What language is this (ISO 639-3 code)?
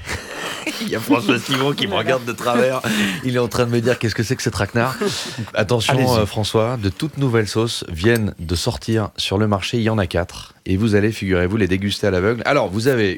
fra